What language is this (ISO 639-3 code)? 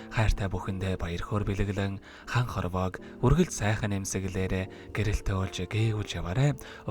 mon